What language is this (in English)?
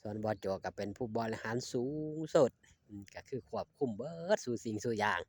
Northeastern Thai